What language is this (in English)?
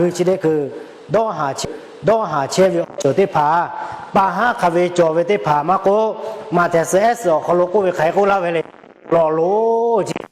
Lahu